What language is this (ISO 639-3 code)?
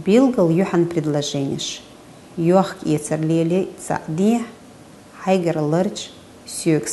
che